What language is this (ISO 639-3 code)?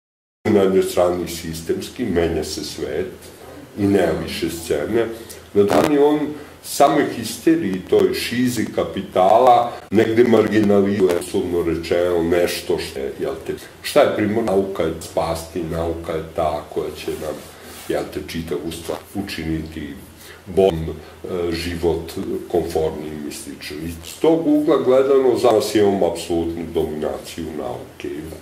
srp